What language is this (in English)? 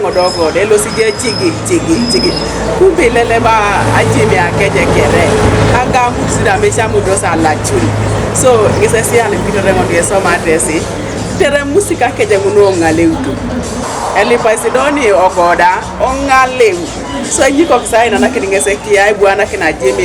Teso